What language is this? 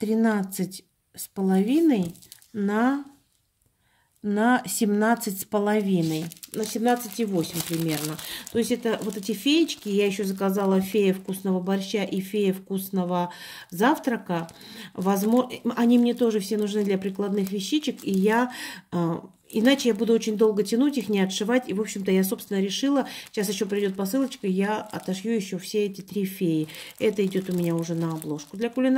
Russian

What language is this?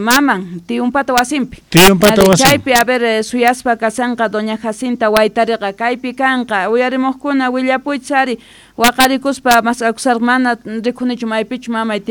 Quechua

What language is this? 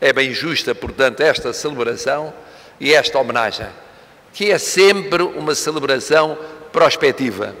Tetum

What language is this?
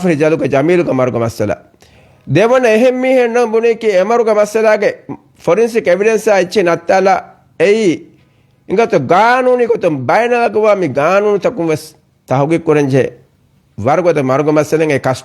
Divehi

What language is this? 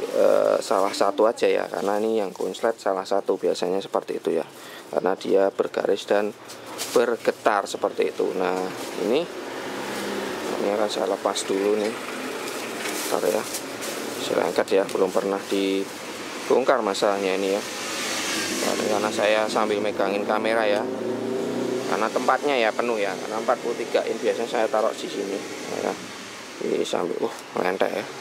Indonesian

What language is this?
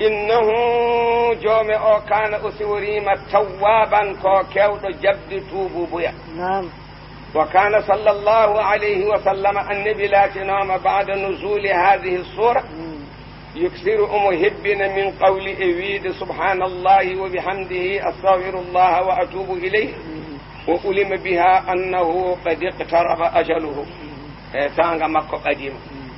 Fula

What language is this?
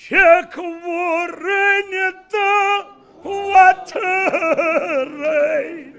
Kashmiri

